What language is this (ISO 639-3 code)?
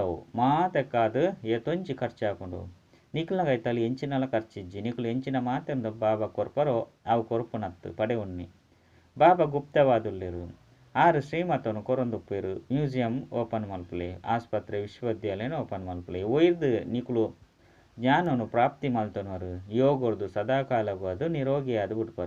tcy